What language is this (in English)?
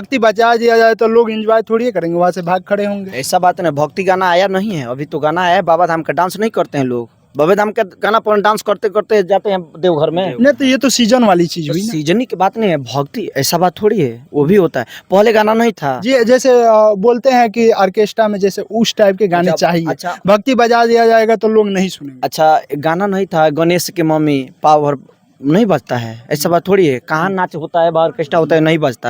Bhojpuri